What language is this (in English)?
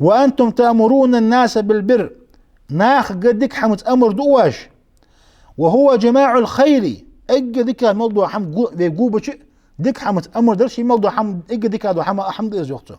Ingush